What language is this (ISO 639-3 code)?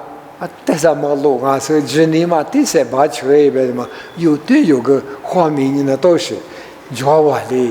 lis